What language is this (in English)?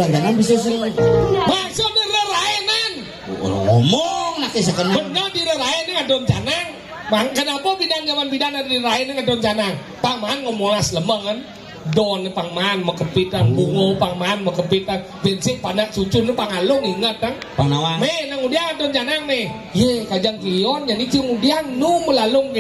Balinese